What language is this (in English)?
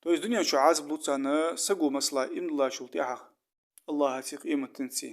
Ingush